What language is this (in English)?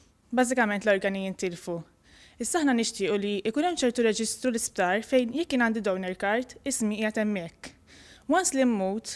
Maltese